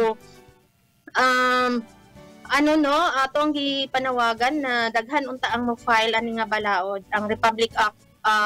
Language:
Cebuano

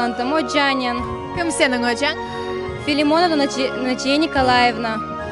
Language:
Crimean Tatar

